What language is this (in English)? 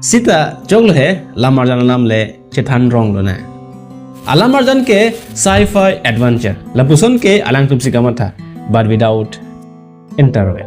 Karbi